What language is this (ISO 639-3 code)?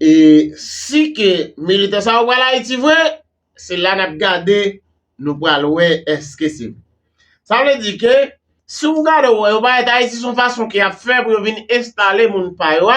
hat